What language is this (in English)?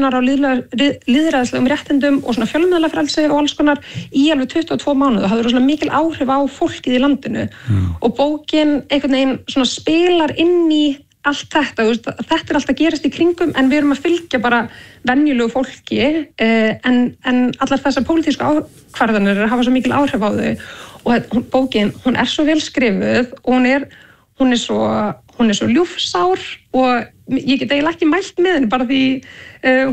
Icelandic